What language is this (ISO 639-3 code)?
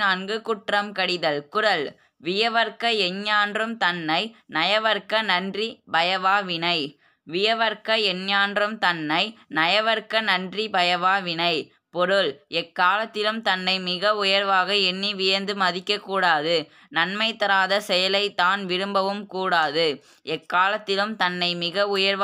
tam